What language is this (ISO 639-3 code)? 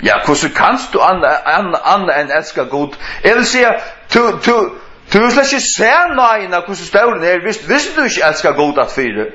fao